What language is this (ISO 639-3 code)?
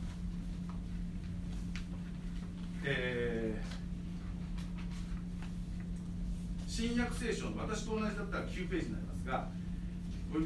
jpn